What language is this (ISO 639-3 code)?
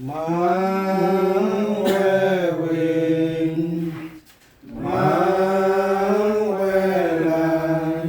cmo